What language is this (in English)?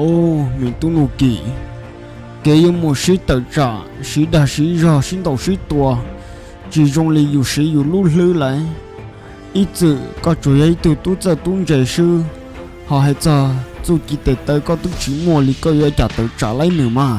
Hmong